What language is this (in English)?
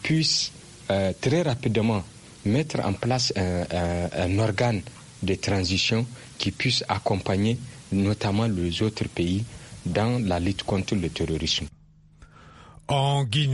French